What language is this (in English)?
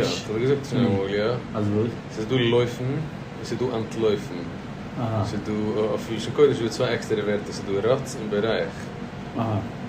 Yiddish